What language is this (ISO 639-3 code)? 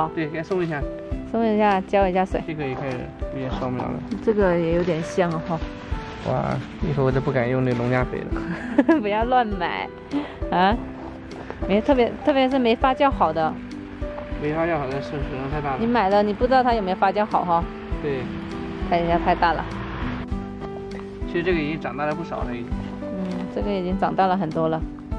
zho